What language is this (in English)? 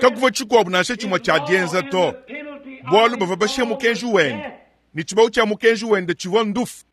Luba-Lulua